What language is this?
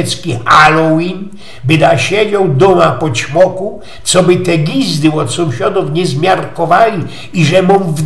Silesian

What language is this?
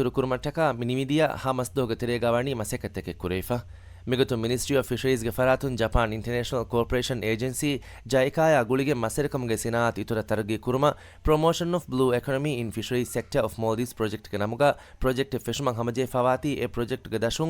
Divehi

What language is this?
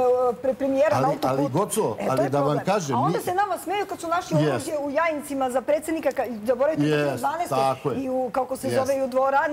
Serbian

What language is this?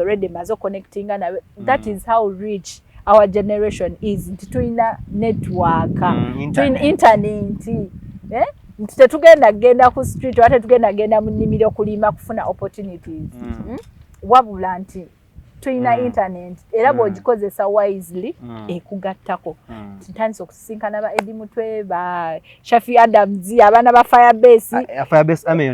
Ganda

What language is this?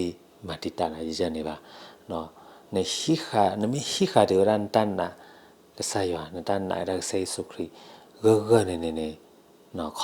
S'gaw Karen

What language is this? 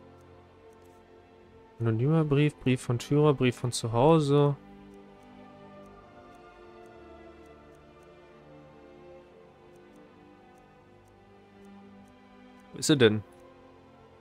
German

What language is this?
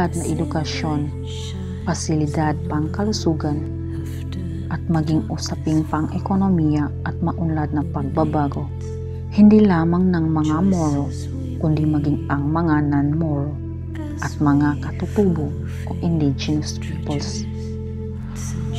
Filipino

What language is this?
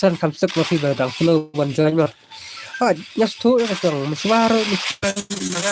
Khasi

